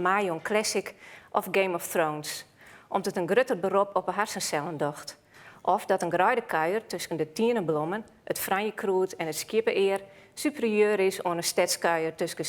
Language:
Western Frisian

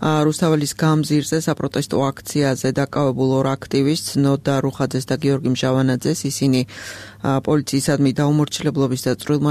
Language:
Georgian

